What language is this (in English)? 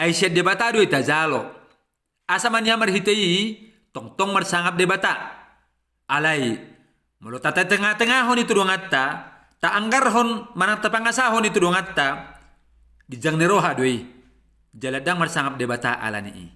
Batak Toba